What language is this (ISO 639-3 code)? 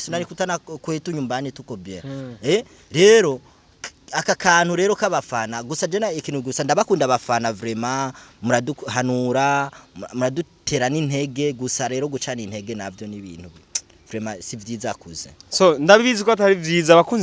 run